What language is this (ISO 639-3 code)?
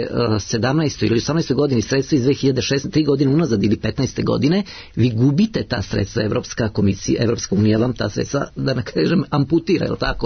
srp